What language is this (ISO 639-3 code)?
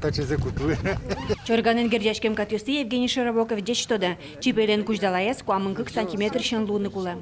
udm